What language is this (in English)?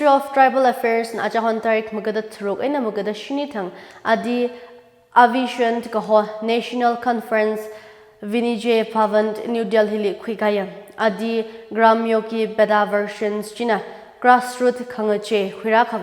Tangkhul Naga (India)